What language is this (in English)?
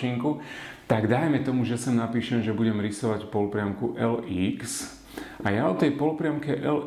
Slovak